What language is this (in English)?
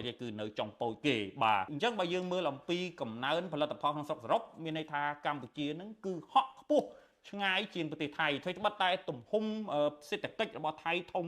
Khmer